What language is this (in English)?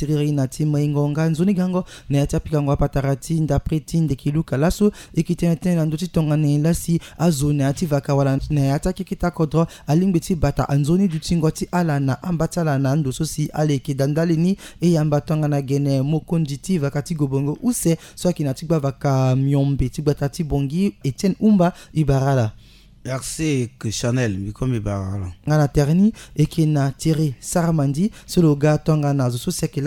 Sango